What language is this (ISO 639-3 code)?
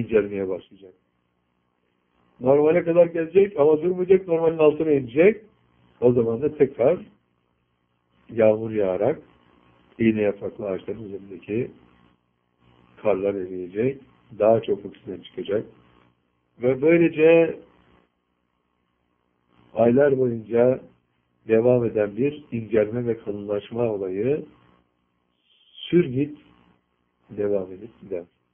tur